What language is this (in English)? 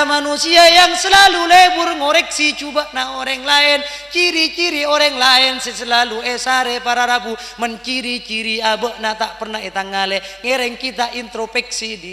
Madurese